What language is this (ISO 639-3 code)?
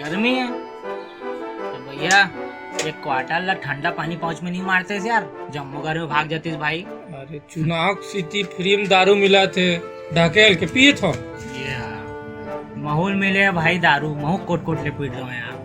hne